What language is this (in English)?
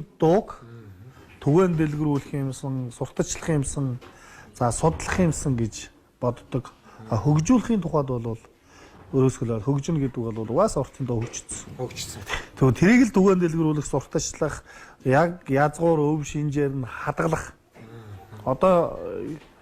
Mongolian